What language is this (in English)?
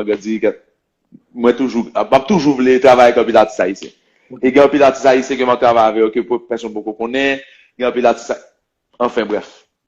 Haitian Creole